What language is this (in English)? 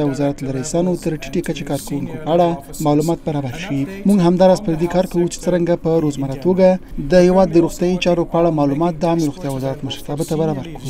Pashto